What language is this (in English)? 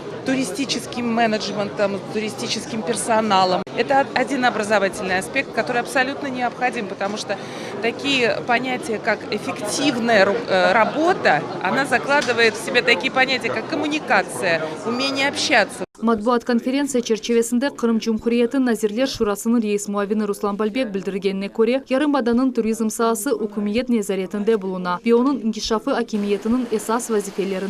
Crimean Tatar